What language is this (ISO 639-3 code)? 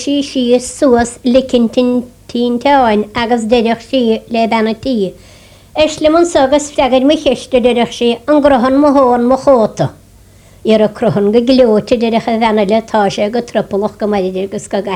gle